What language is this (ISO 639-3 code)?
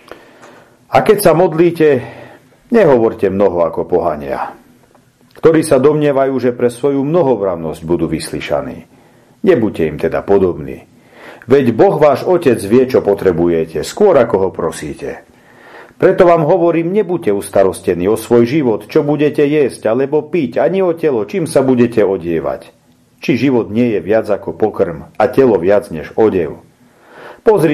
slk